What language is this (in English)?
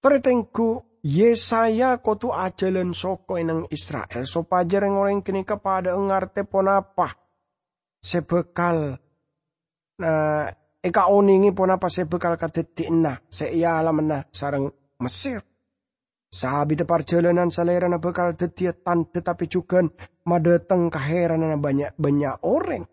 Madurese